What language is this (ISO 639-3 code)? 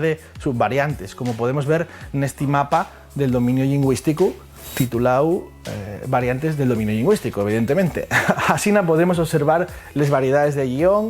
ast